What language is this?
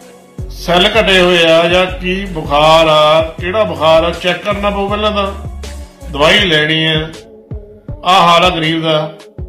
Punjabi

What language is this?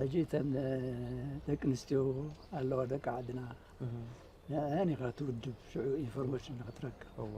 Tigrinya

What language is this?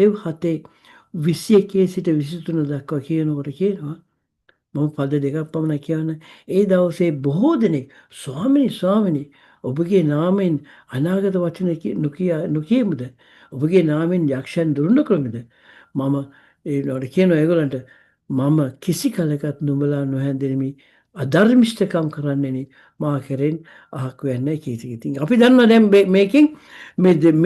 Sinhala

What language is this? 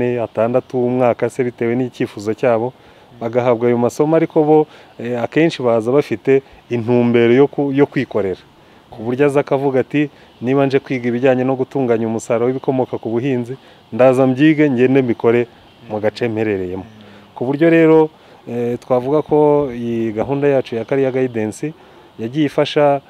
Kinyarwanda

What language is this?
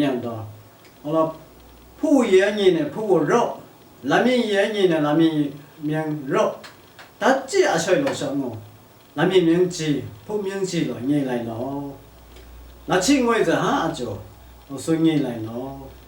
Lashi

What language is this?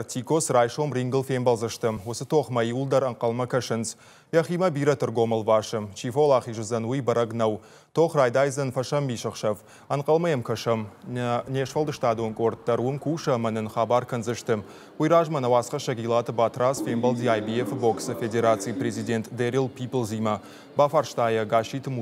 Ossetic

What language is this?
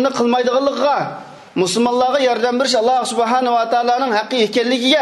Uyghur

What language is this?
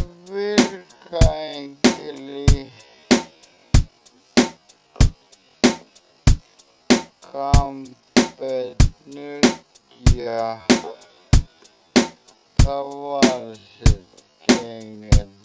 Finnish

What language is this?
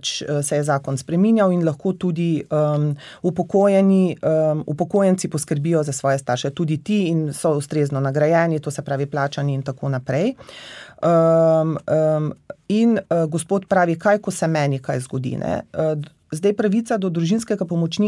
Slovenian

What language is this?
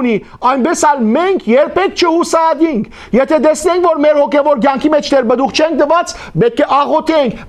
Western Armenian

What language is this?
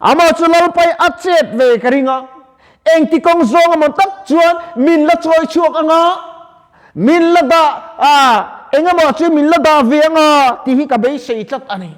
Mizo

